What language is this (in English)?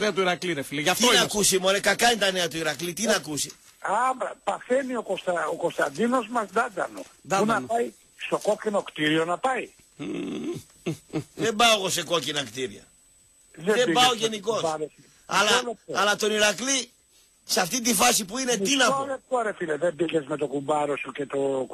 Greek